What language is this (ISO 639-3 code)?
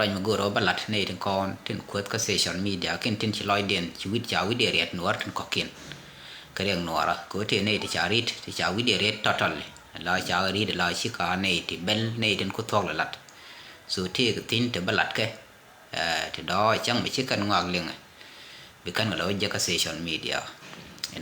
nus